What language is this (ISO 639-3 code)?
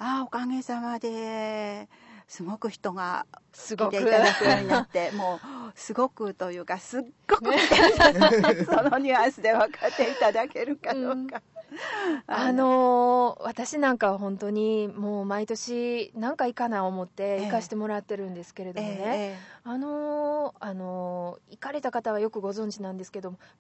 jpn